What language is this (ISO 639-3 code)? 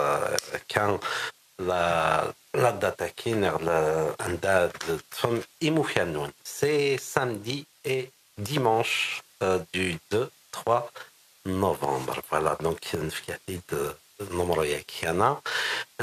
kab